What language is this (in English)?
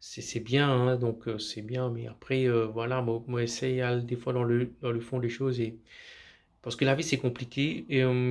Morisyen